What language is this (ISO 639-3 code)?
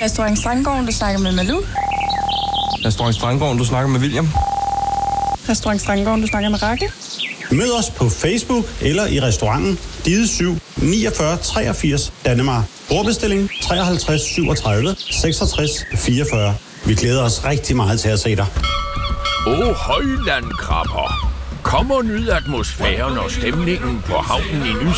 dan